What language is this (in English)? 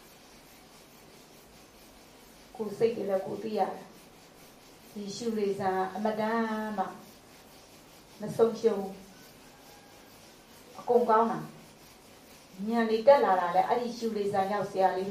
Burmese